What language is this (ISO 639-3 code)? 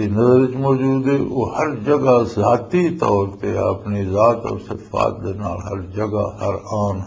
lah